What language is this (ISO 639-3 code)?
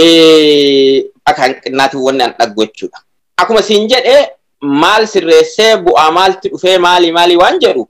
orm